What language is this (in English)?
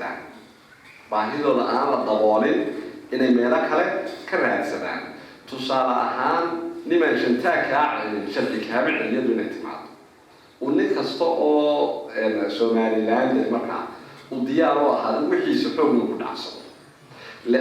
Somali